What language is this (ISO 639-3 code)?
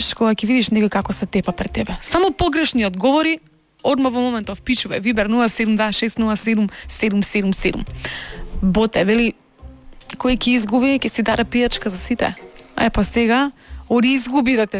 mkd